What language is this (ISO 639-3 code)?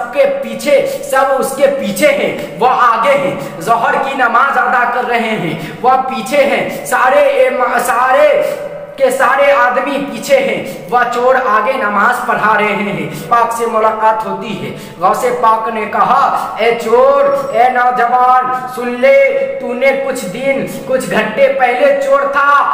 urd